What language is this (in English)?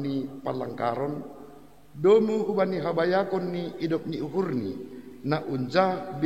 Batak Simalungun